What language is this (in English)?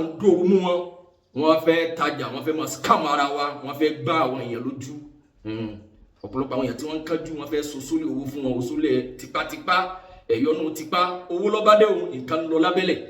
Yoruba